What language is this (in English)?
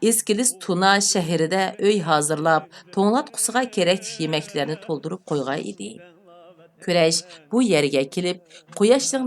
Uyghur